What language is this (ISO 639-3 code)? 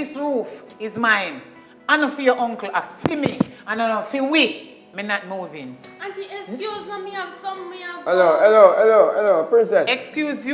jam